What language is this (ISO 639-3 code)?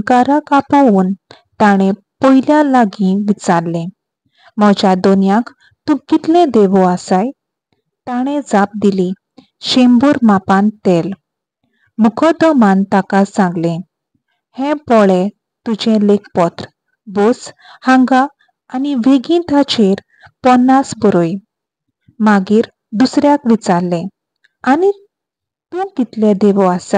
kok